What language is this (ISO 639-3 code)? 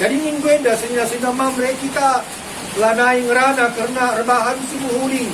btx